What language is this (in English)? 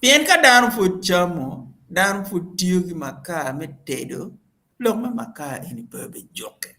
Acoli